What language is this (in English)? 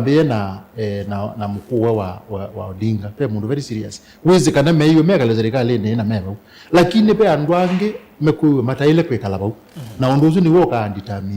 Kamba